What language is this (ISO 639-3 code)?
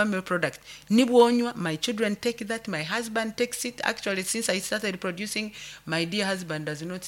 nyn